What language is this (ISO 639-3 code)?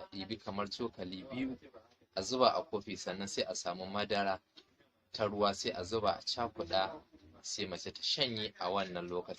hau